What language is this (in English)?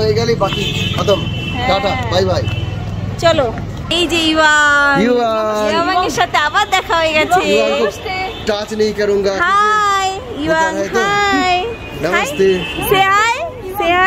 Bangla